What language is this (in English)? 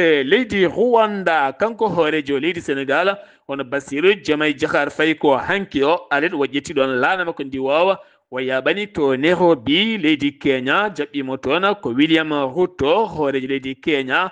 Fula